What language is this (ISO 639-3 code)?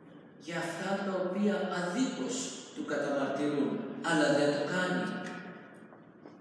ell